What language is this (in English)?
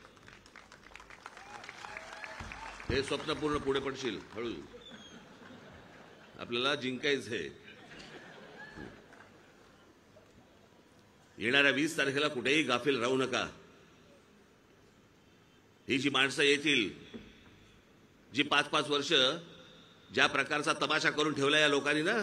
Marathi